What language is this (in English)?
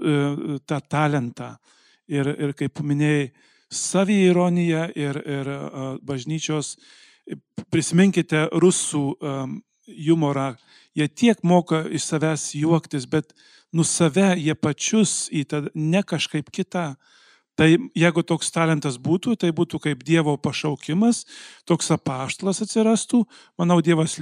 Lithuanian